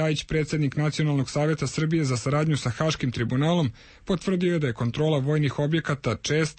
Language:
Serbian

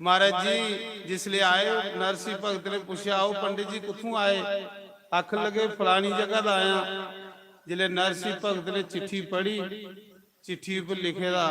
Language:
Dogri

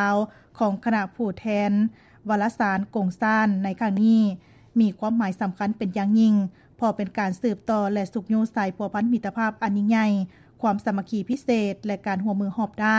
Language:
Lao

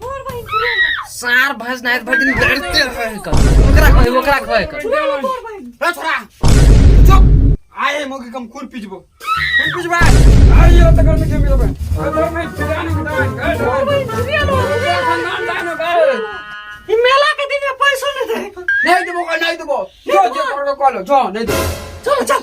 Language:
Maithili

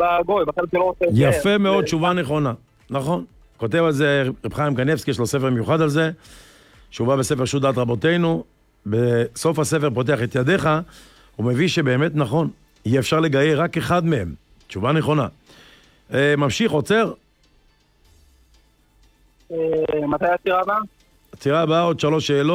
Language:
Hebrew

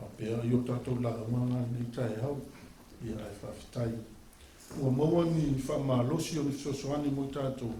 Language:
Samoan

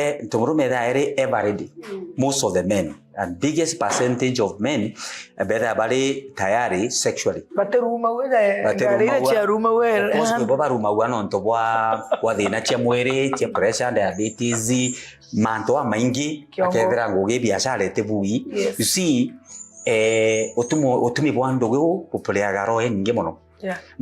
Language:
Meru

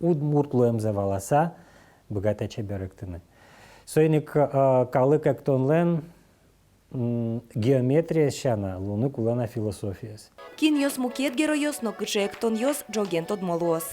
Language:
Udmurt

